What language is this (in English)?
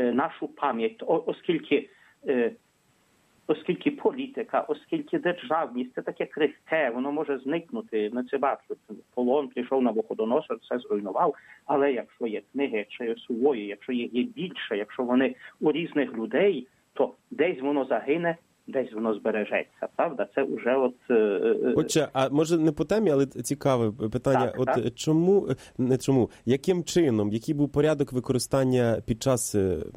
Ukrainian